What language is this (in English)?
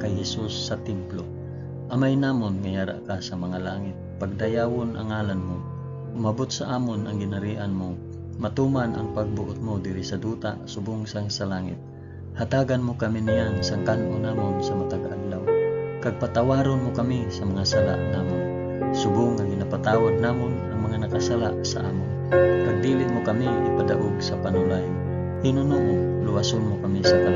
Hiligaynon